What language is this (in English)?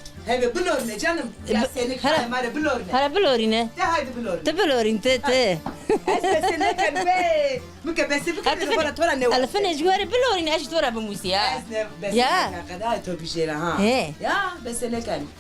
Zaza